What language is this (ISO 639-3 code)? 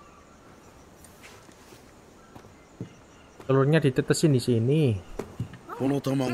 ind